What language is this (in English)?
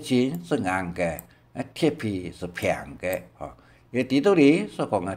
Hakka Chinese